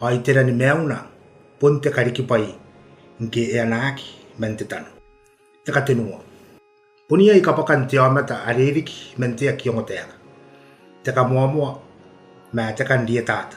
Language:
Gilbertese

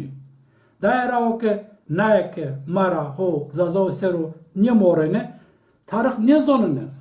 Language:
Zaza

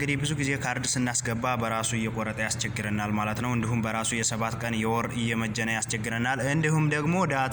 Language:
Amharic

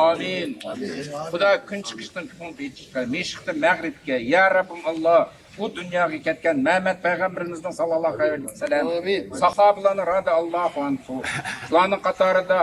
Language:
Uyghur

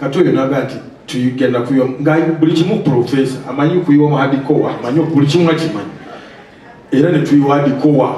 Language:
Ganda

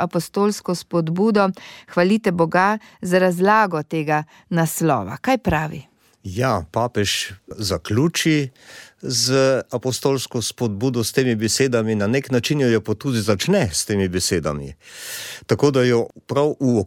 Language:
Slovenian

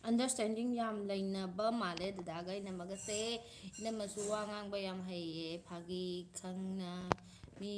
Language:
Manipuri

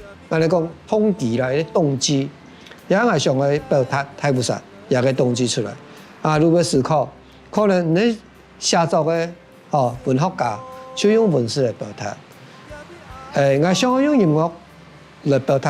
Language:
Hakka Chinese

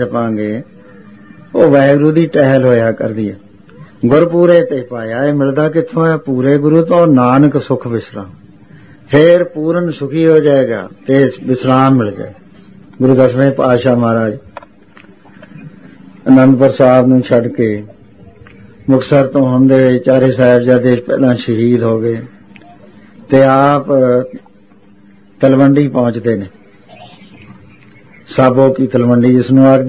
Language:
Punjabi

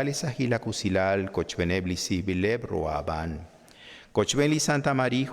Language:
Kekchí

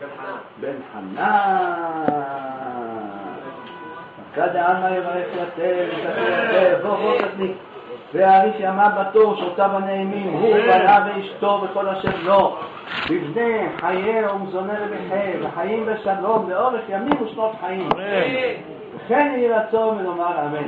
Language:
Hebrew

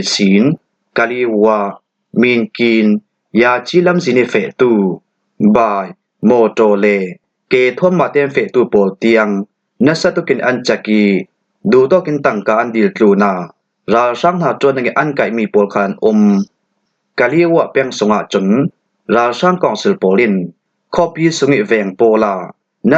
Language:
Falam Chin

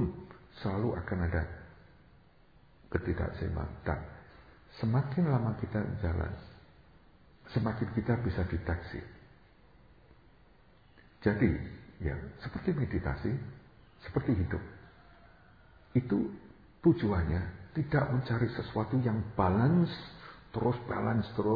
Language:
Indonesian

